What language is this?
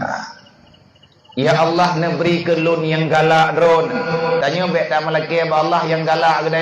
Achinese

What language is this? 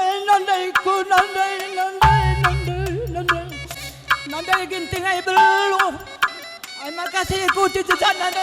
Batak Karo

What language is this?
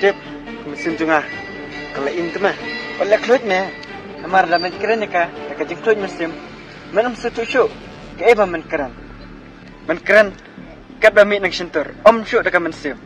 Khasi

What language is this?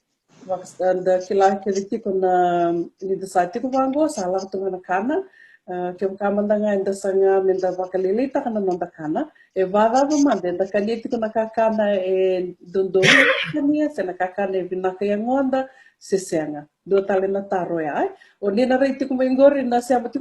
Fijian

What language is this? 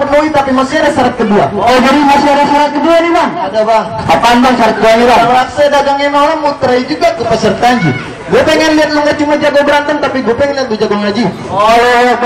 Betawi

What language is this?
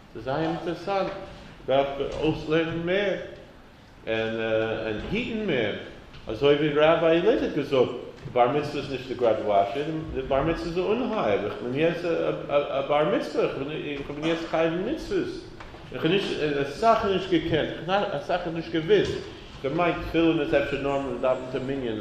Yiddish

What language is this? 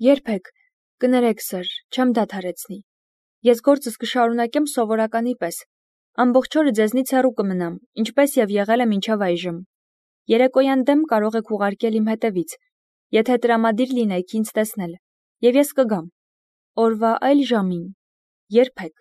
Armenian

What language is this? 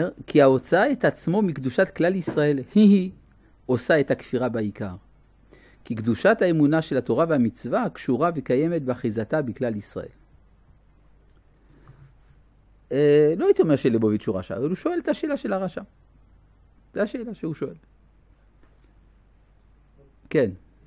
Hebrew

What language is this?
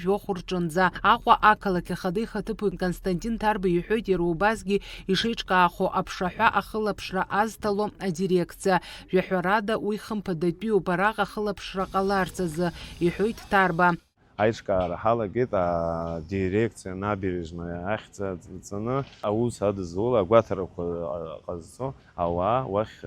Abkhazian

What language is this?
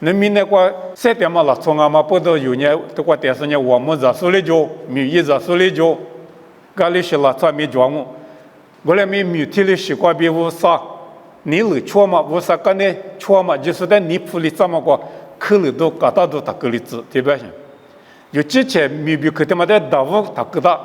Lisu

